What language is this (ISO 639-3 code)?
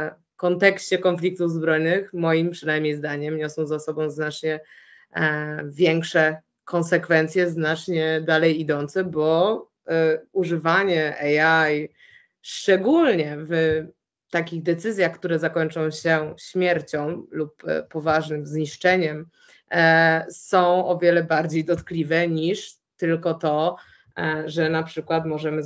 pol